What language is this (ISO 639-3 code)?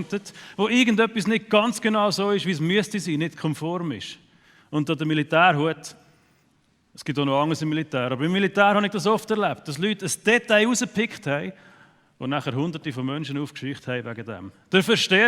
gsw